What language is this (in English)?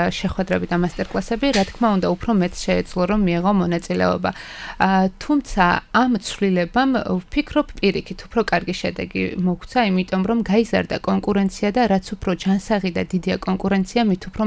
Georgian